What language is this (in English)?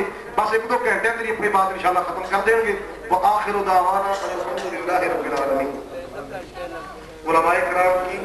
Urdu